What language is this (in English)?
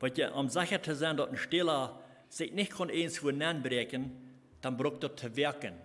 Plautdietsch